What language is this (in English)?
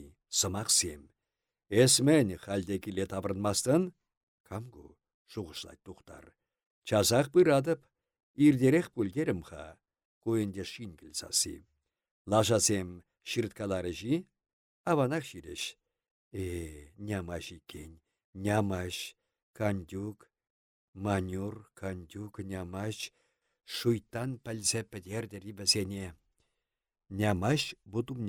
Chuvash